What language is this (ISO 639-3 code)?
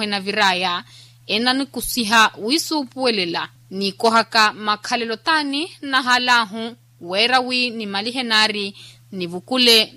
vmw